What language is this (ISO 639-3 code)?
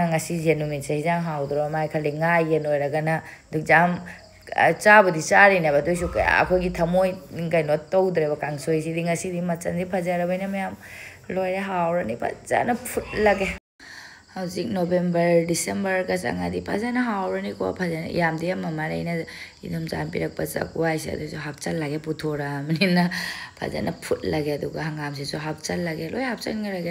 mni